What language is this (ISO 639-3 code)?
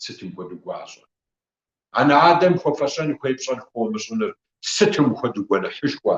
kbd